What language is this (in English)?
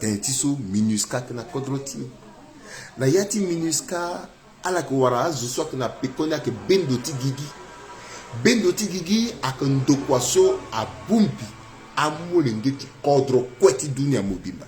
Sango